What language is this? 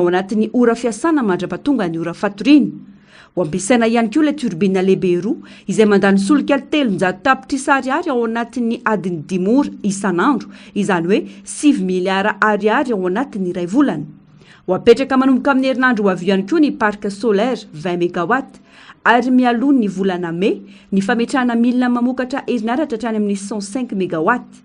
Malagasy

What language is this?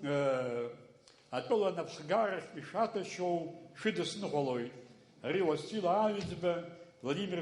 Abkhazian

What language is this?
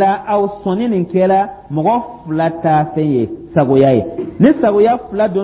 Dyula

